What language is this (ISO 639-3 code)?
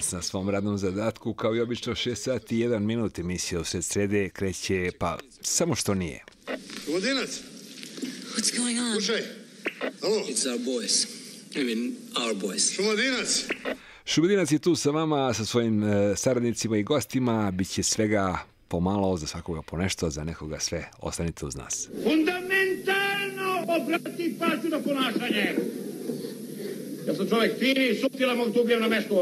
srp